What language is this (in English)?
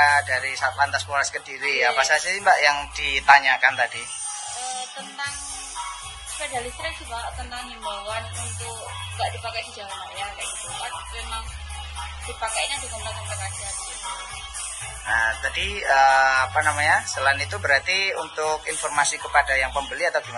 Indonesian